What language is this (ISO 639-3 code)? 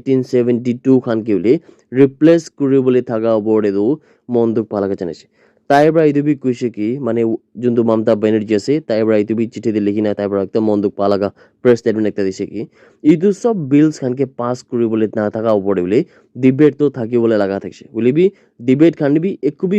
nag